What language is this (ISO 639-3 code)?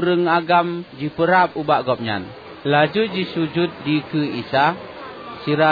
ace